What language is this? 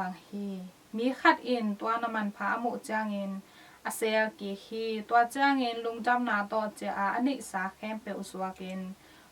Tedim Chin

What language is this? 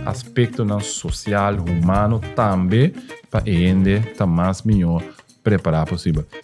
Papiamento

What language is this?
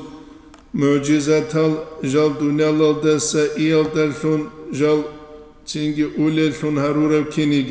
Avaric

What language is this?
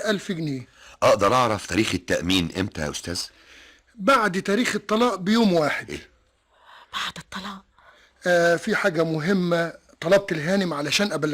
Egyptian Arabic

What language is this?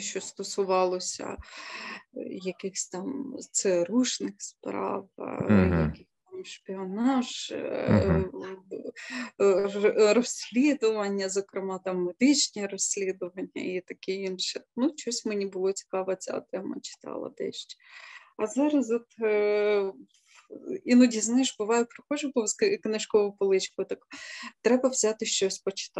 Ukrainian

